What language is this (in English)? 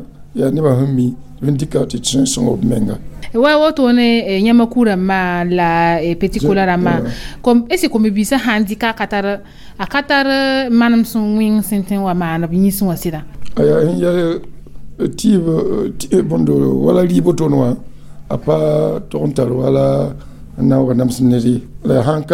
Mossi